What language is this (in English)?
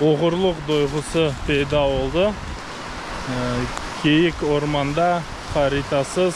Crimean Tatar